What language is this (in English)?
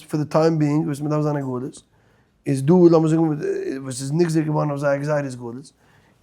Yiddish